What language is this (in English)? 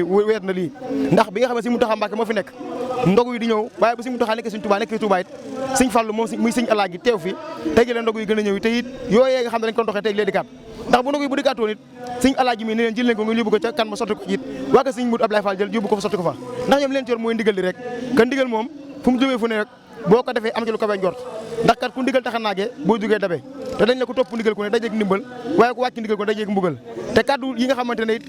Wolof